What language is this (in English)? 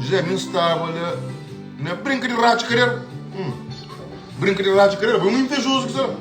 Kabuverdianu